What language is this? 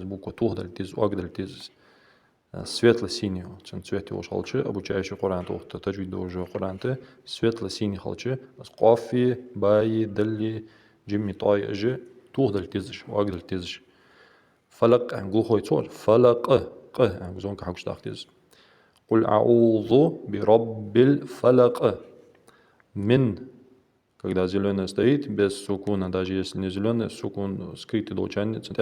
Ingush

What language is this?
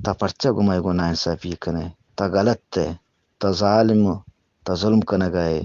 Eastern Balochi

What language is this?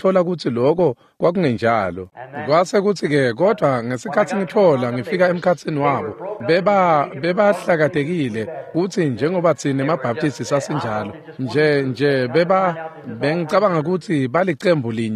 Swati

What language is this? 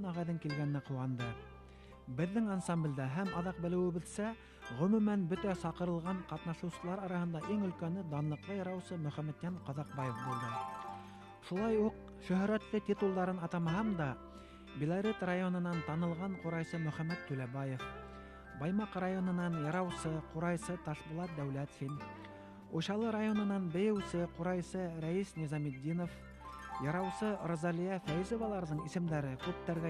Bashkir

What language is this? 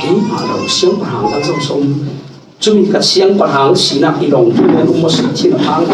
Falam Chin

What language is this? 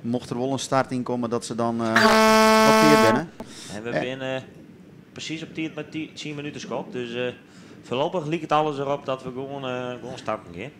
Western Frisian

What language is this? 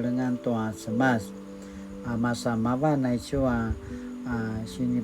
Paiwan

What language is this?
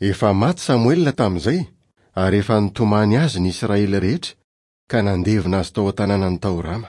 Malagasy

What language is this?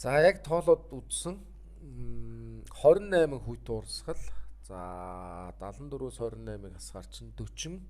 Mongolian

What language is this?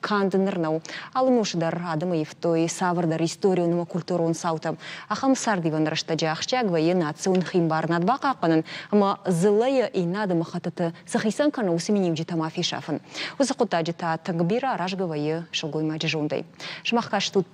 Ossetic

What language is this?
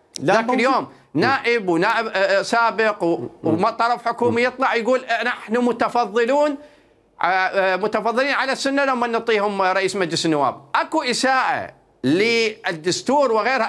Mesopotamian Arabic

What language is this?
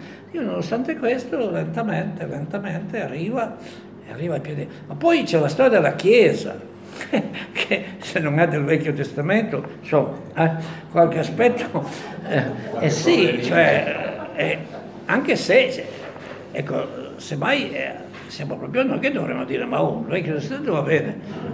Italian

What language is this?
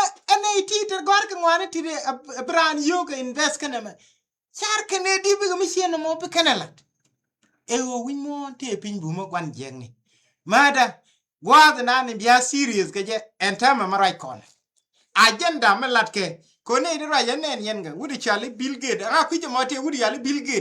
Nuer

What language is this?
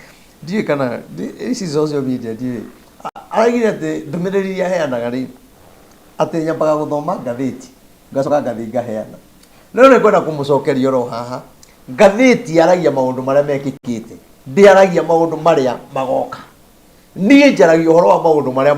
Kikuyu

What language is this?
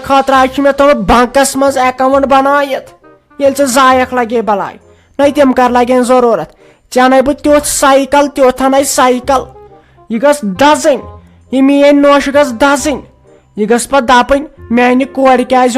Kashmiri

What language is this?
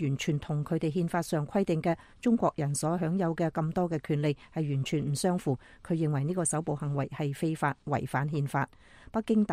Cantonese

